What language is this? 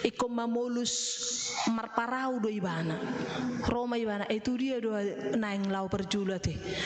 Batak Toba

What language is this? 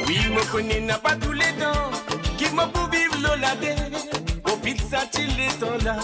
Morisyen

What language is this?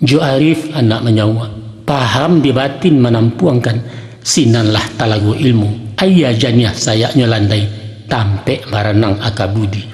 Minangkabau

